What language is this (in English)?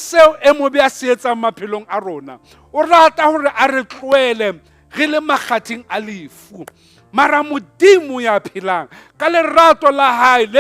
Southern Sotho